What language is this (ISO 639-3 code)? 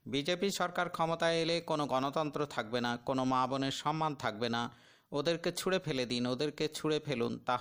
ben